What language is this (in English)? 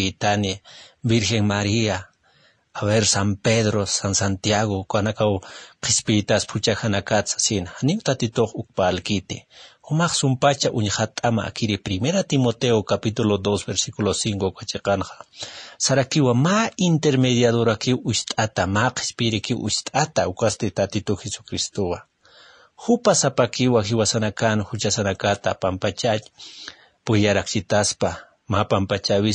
Aymara